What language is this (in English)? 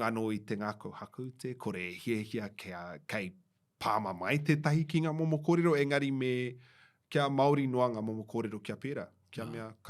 Māori